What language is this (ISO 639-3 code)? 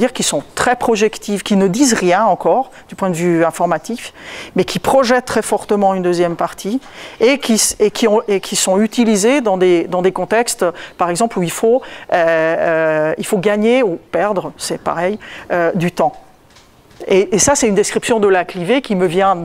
fra